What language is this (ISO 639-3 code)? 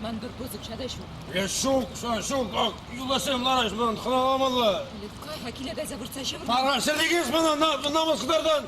chv